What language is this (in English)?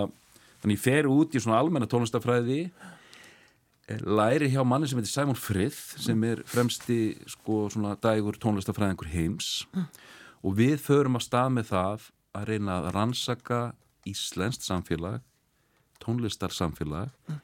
Icelandic